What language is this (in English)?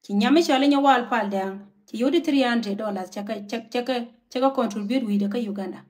Nuer